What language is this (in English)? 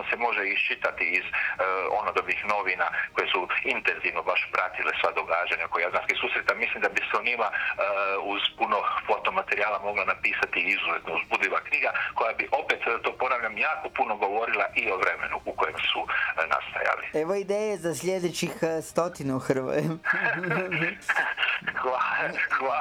Croatian